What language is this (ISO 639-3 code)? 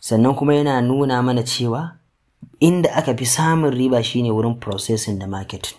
hau